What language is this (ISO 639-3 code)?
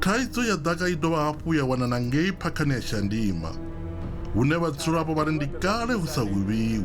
ven